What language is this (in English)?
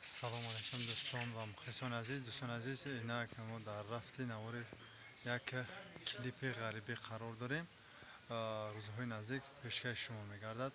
Tajik